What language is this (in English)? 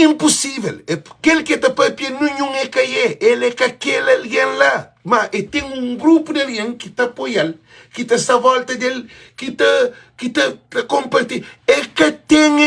Kabuverdianu